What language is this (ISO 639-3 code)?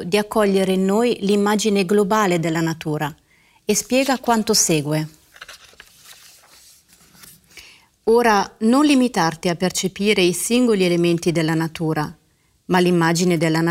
ita